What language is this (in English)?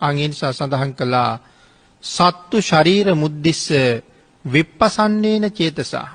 Sinhala